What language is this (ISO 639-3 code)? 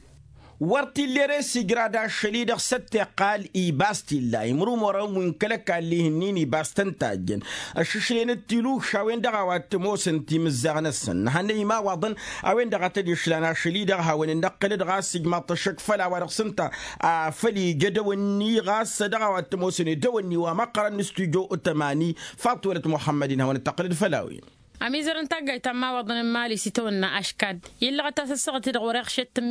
taq